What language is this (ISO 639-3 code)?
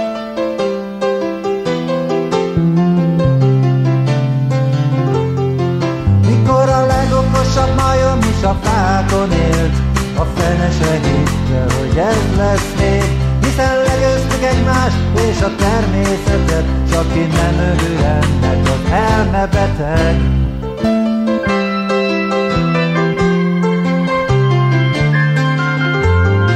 hun